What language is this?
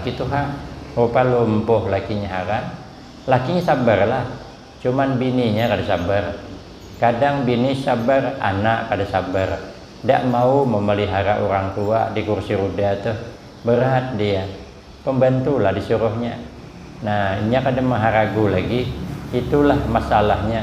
Banjar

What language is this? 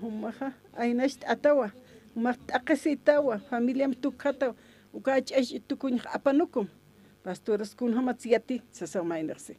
Aymara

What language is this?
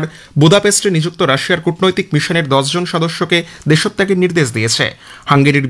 Bangla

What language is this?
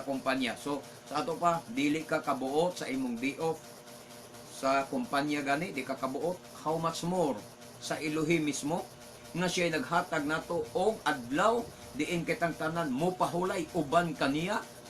Cebuano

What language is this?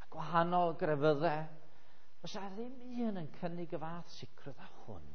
Welsh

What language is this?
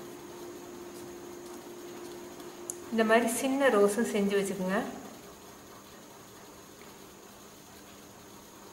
Tamil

